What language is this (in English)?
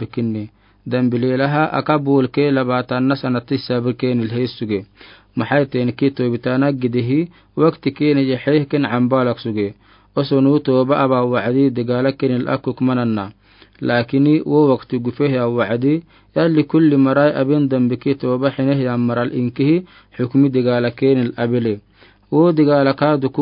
Afar